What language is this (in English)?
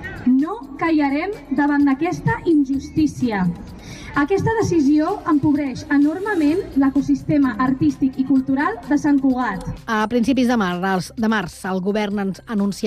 Catalan